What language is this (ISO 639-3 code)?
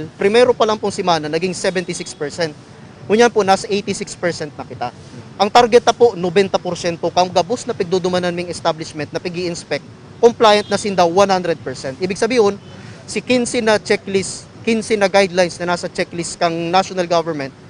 bik